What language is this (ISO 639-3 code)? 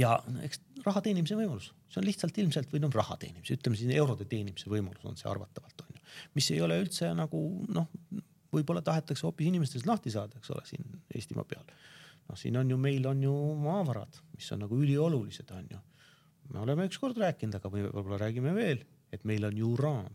est